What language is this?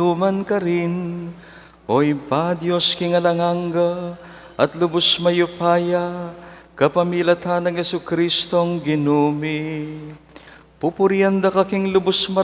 Pampanga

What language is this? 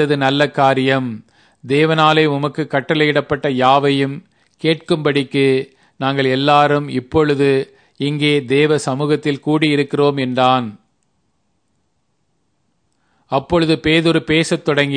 Tamil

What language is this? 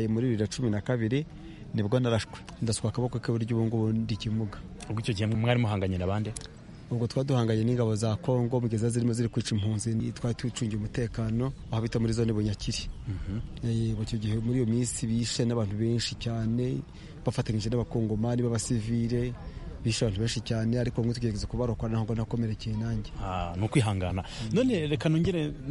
Kinyarwanda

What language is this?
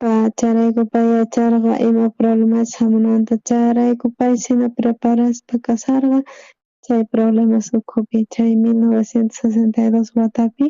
South Bolivian Quechua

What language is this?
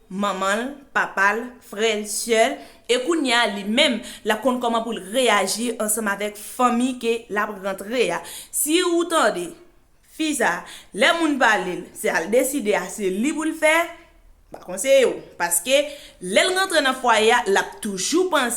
Haitian Creole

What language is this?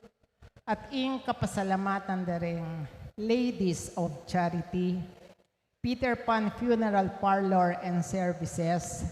Pampanga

